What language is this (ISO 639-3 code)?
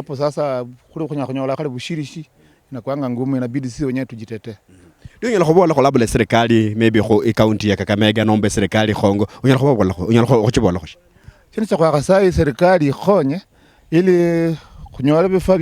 luy